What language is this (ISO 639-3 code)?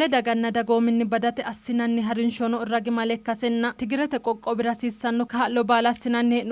sid